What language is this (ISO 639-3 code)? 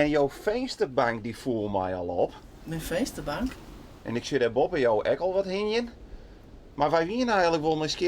fry